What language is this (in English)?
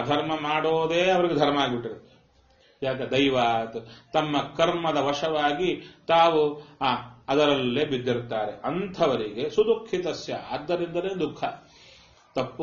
Kannada